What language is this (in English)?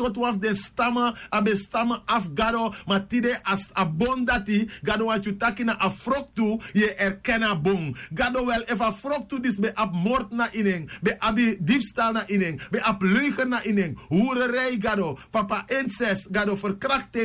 Sranan Tongo